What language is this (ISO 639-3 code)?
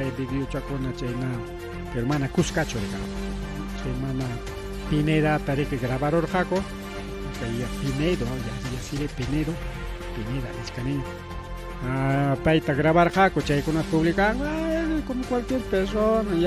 quy